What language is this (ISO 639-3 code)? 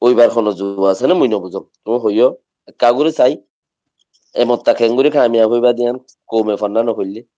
rhg